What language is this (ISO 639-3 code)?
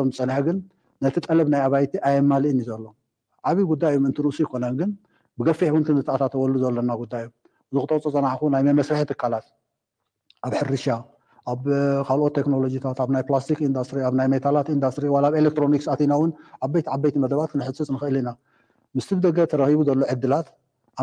tir